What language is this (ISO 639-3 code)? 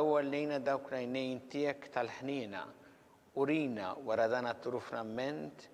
mlt